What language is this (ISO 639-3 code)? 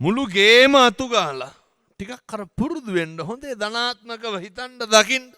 sin